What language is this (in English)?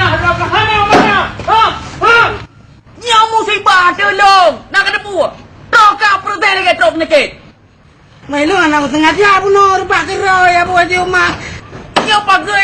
Achinese